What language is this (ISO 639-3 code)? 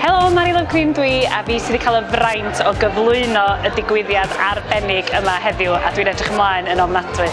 cym